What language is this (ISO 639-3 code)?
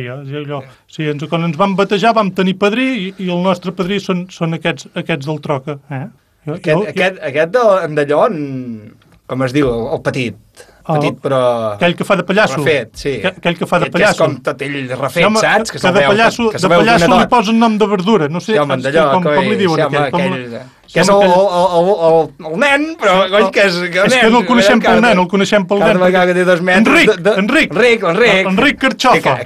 cat